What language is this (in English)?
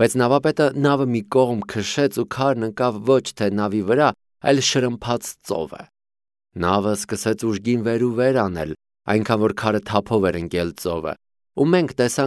Armenian